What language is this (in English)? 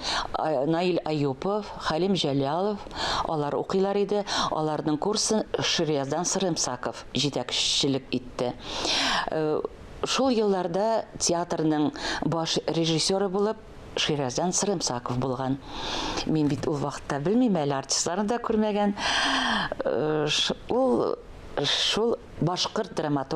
Tatar